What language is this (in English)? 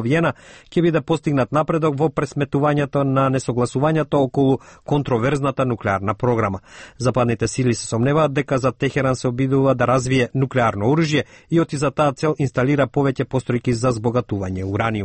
Macedonian